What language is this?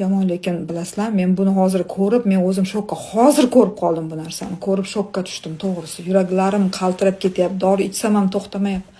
Uzbek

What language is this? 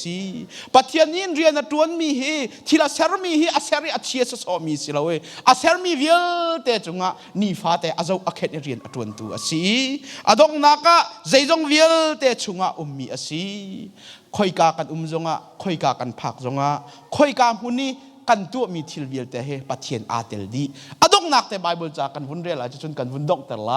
Hakha Chin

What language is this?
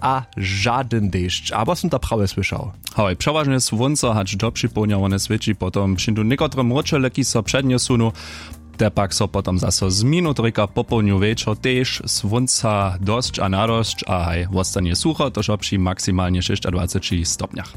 Upper Sorbian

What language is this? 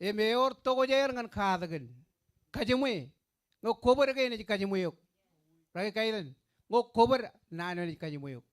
Marshallese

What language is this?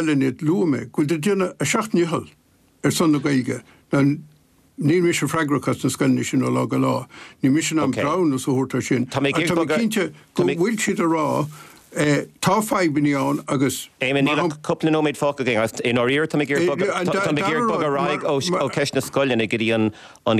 Irish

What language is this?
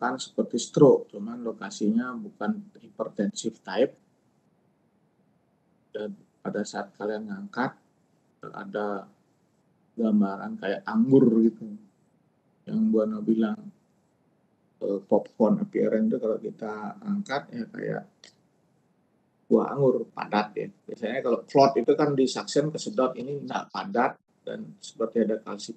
Indonesian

